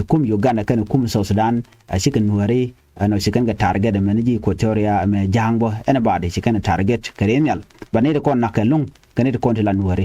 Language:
Nuer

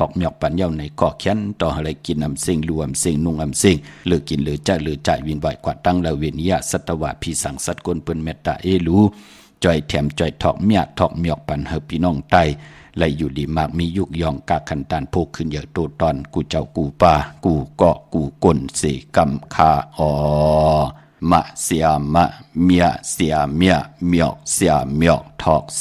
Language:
Shan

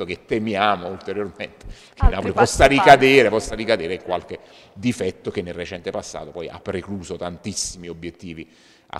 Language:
Italian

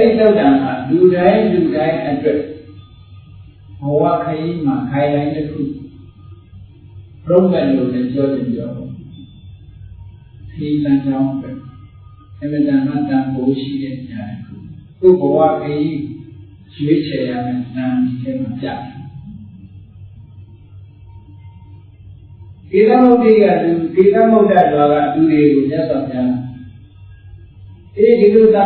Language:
Burmese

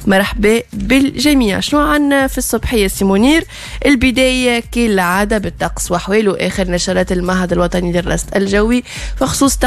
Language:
Tunisian Arabic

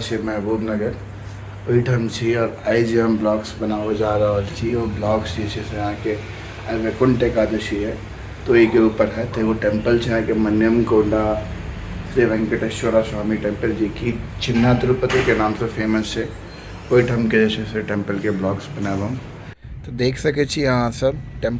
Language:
Maithili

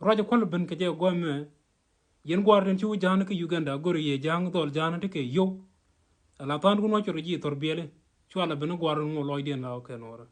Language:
Nuer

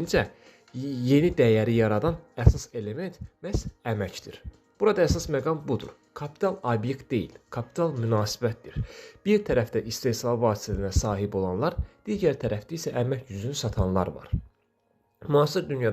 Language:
Azerbaijani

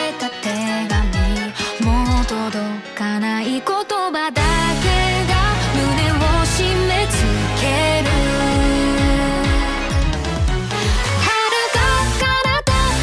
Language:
Japanese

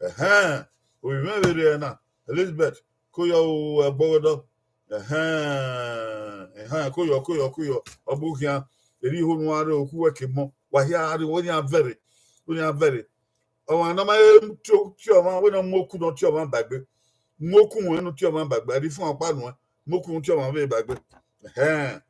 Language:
Bini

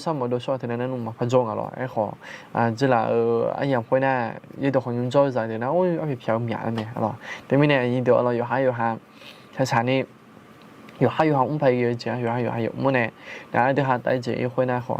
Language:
Akha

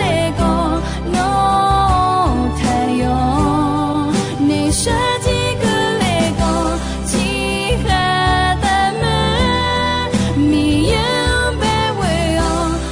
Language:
Akha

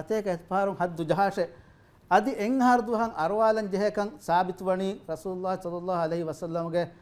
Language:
Divehi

